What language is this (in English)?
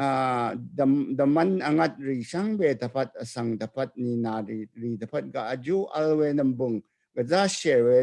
Rawang